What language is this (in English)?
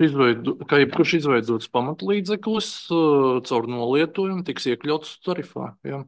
Latvian